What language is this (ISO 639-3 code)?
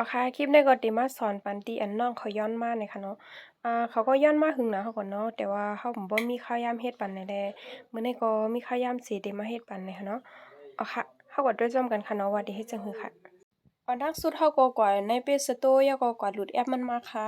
shn